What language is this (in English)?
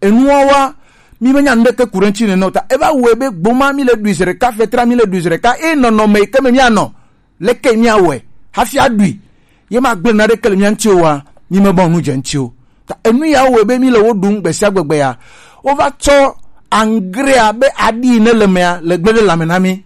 Gen